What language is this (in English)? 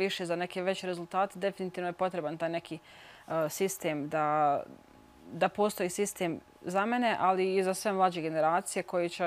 Bosnian